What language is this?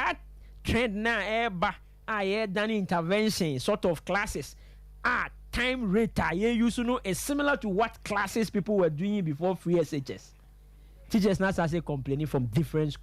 Akan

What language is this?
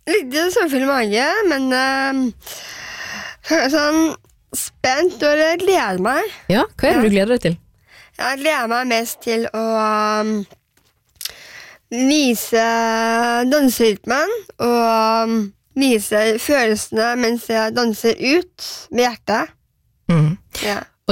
Norwegian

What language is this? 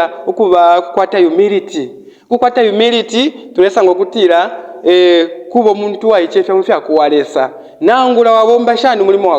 Bemba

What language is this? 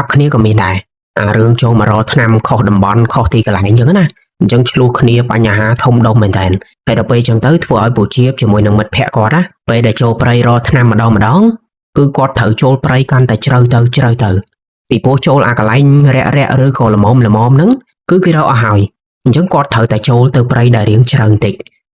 Khmer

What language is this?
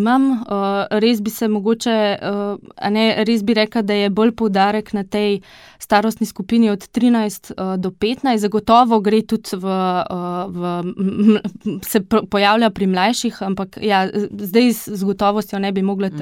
Slovenian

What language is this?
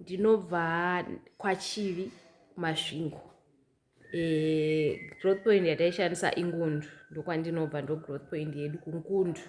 Shona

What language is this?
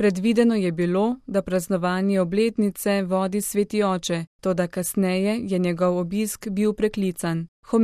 Slovenian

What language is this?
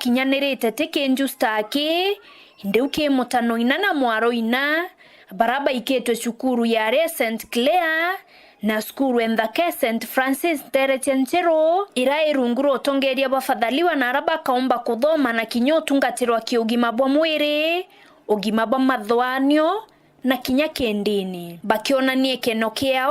Meru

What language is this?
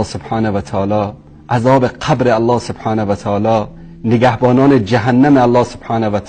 Persian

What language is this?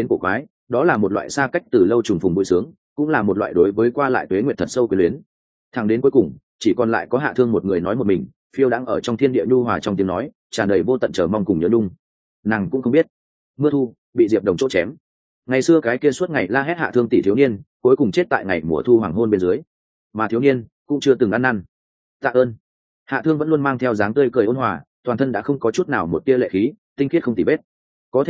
Vietnamese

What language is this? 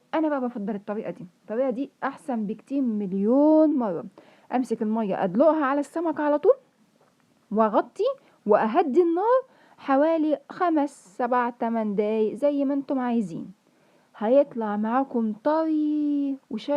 Egyptian Arabic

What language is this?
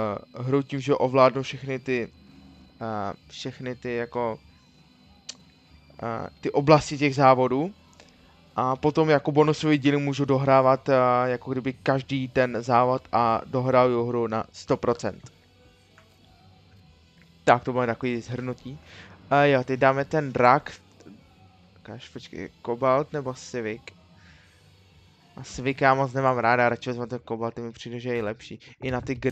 Czech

